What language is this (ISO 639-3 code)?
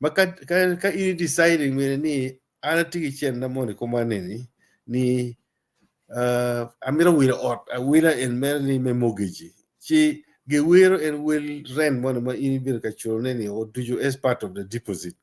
ach